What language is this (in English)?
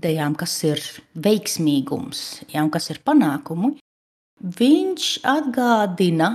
Latvian